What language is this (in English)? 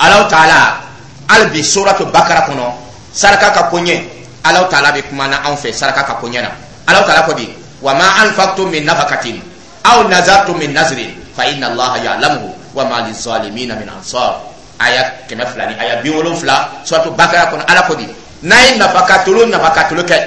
Dyula